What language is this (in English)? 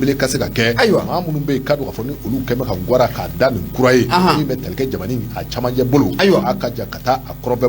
Bambara